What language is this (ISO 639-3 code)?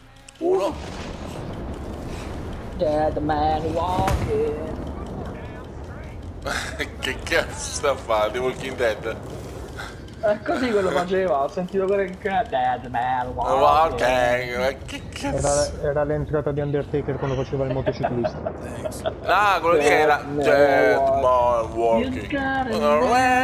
ita